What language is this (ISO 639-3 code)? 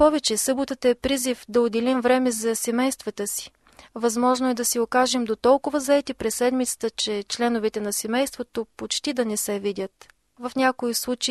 bul